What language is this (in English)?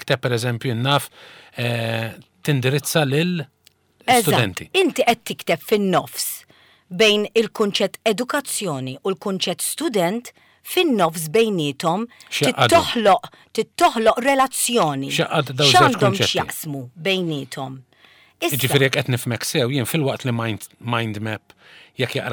Maltese